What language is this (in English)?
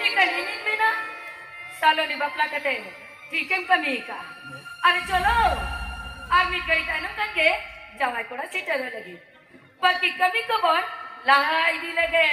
Santali